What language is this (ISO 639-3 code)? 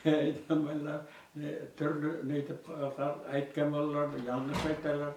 bak